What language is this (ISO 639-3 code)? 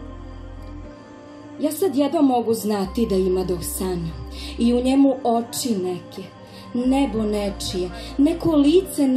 srp